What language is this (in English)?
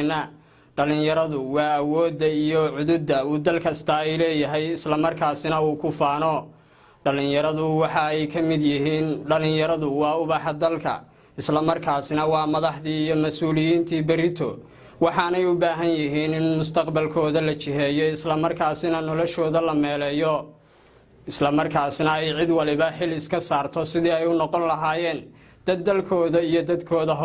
Somali